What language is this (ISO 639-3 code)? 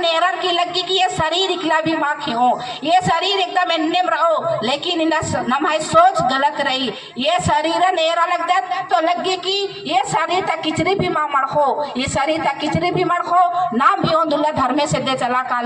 kru